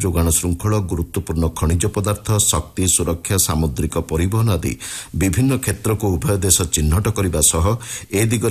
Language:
Odia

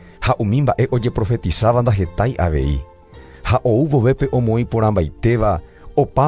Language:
Guarani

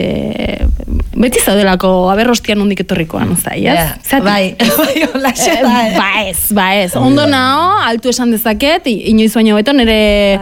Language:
Basque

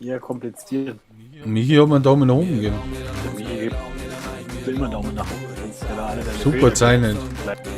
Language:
Bavarian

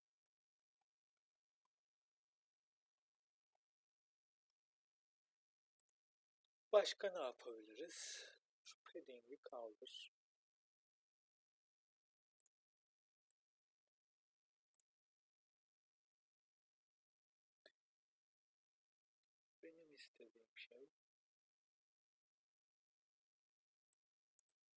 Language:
Turkish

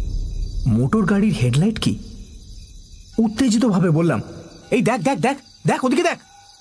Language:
Bangla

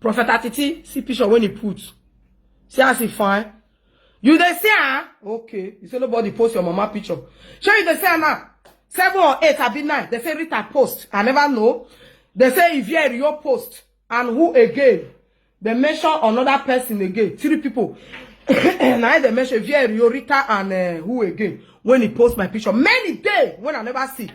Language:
Nigerian Pidgin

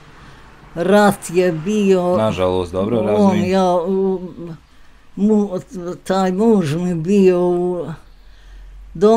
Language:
Bosnian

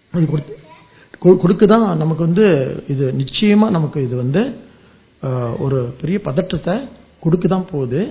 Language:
Tamil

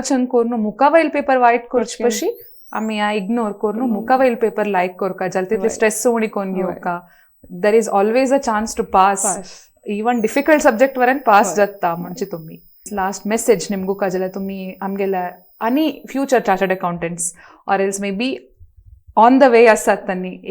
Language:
Konkani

